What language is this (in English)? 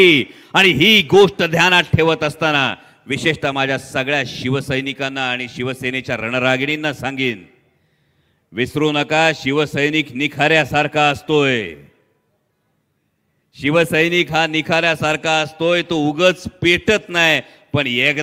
Marathi